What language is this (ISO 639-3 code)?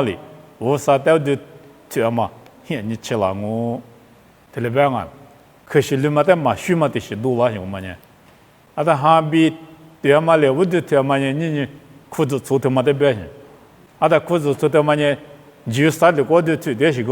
lis